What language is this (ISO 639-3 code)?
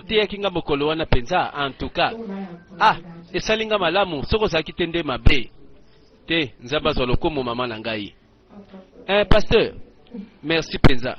lin